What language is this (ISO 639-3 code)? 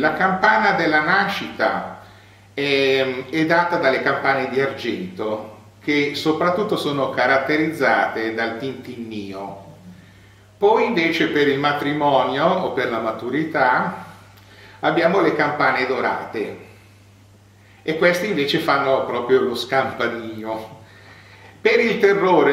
ita